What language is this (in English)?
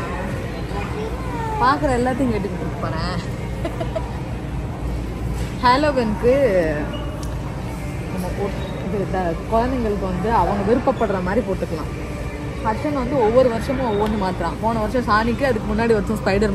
Tamil